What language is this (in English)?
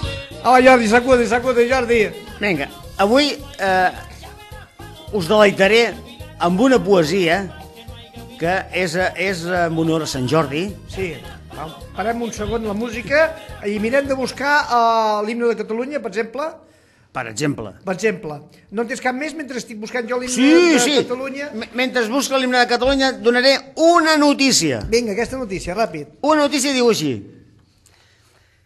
Catalan